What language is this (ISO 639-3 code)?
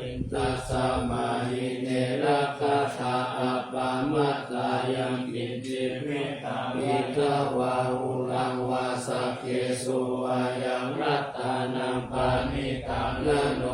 pli